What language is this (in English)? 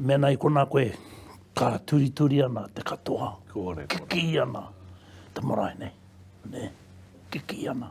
Māori